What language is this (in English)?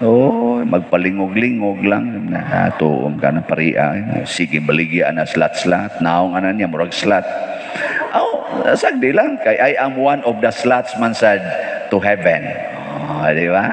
Cebuano